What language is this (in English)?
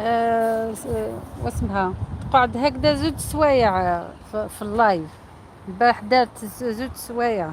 Algerian Arabic